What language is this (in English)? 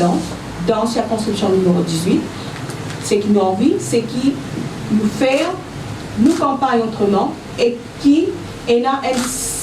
Morisyen